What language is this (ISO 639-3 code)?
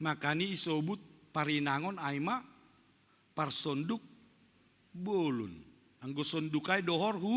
bts